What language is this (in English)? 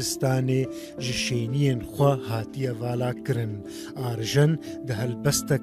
Kurdish